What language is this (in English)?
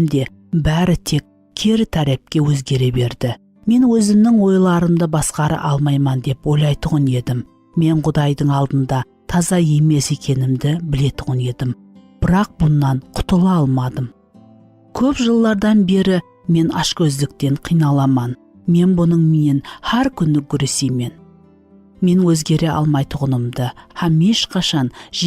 Kara-Kalpak